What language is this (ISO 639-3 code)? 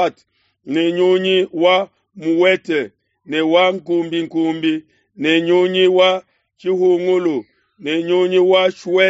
lua